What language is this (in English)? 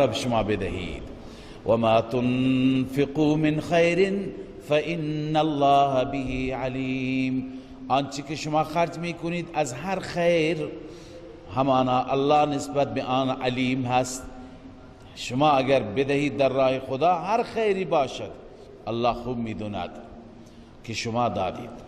Persian